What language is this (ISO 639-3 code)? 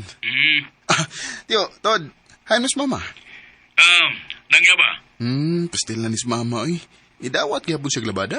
ceb